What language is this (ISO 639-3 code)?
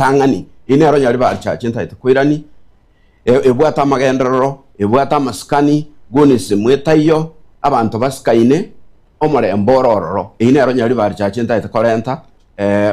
guz